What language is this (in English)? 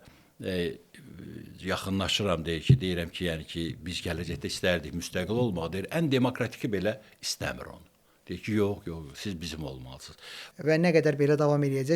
Azerbaijani